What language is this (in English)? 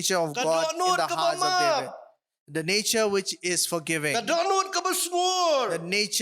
Khasi